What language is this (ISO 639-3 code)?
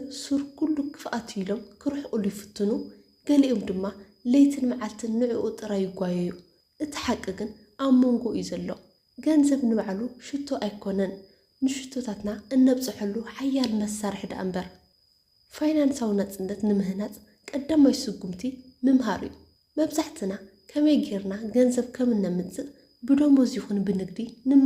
tir